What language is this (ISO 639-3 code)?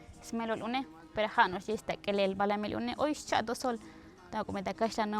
tzo